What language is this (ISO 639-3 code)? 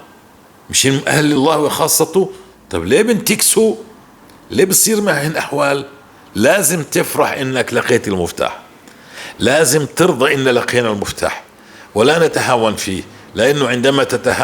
apc